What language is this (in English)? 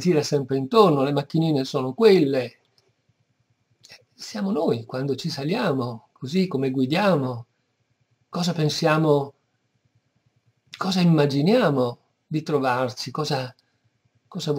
Italian